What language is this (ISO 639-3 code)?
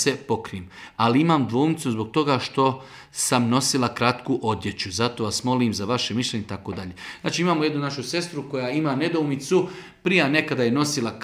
bos